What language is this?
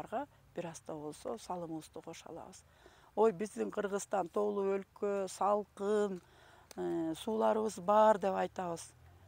Kyrgyz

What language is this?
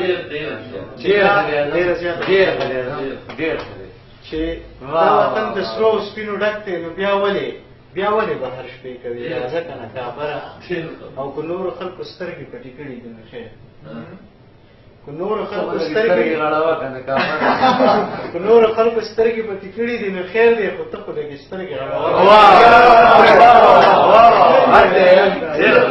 Pashto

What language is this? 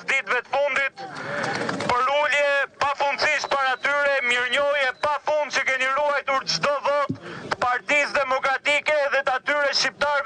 Albanian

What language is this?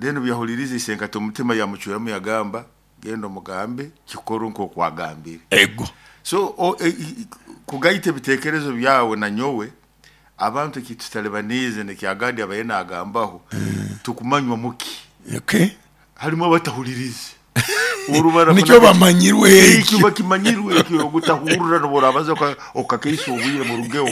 Nyoro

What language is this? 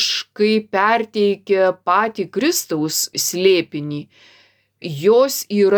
Lithuanian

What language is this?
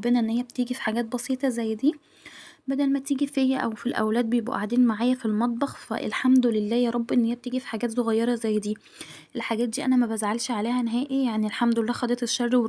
Egyptian Arabic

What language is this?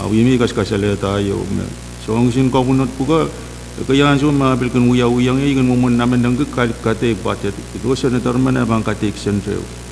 Pohnpeian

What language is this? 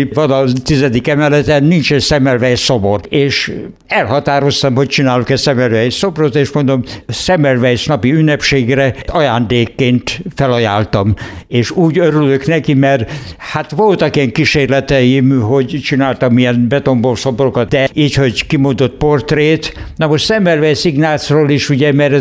Hungarian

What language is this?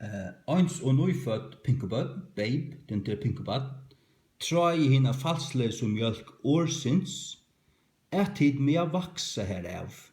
Faroese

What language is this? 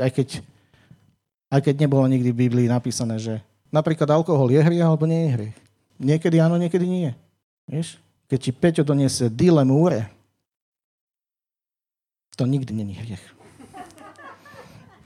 Slovak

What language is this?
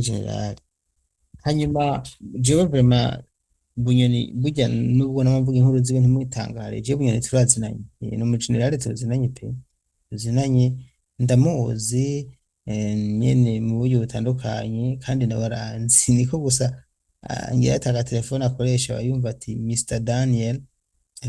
Rundi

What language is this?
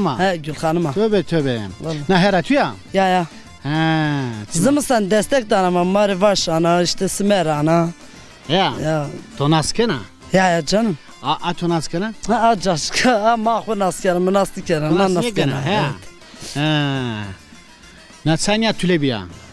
Zaza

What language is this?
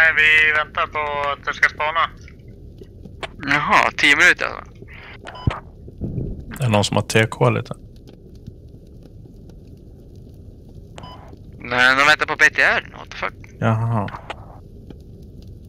Swedish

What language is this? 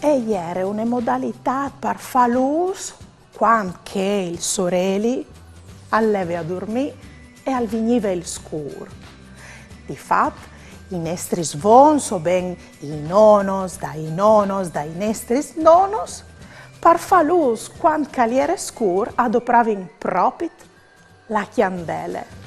Friulian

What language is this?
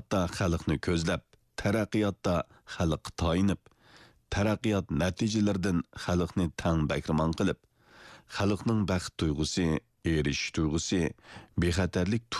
Uyghur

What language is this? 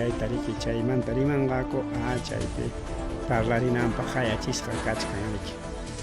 Ayacucho Quechua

